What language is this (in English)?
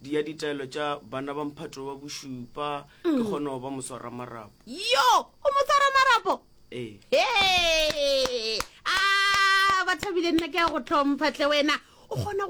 Northern Sotho